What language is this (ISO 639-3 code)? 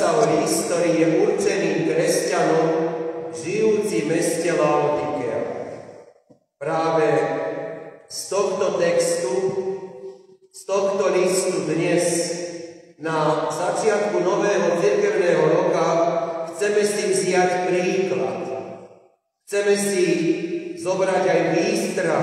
slk